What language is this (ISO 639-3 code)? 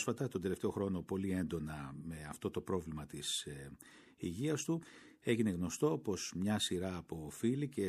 ell